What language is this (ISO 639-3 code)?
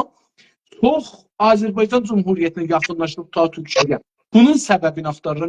azb